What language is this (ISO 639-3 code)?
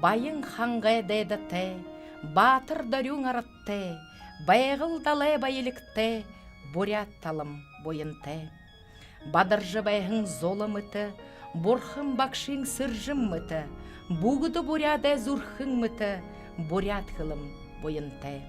bua